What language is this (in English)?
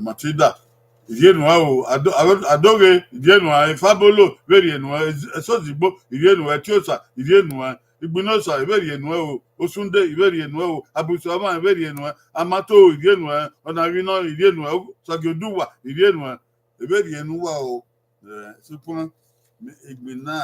Bini